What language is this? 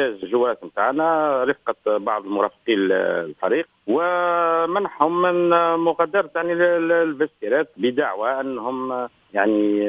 Tunisian Arabic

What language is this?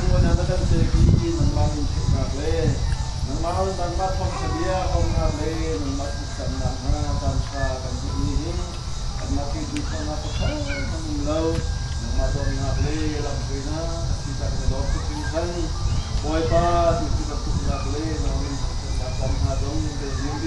Hakha Chin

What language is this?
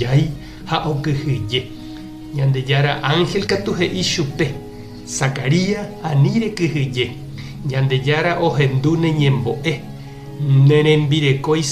Guarani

